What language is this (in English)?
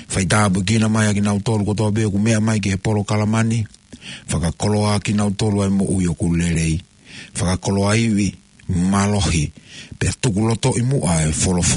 Tongan